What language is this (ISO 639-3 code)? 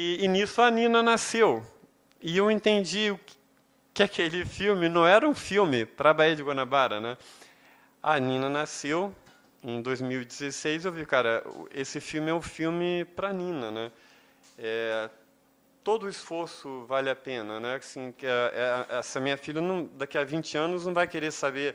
por